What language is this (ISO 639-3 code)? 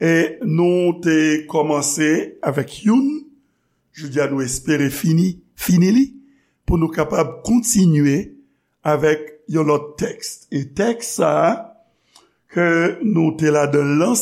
hat